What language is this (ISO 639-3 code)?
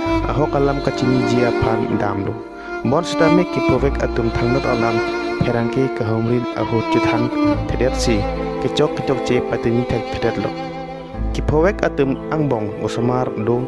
mjw